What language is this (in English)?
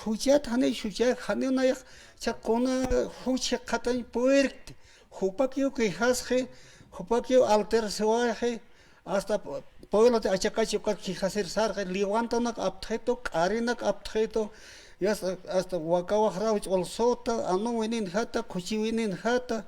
Aymara